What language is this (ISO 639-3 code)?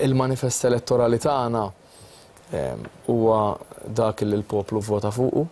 mlt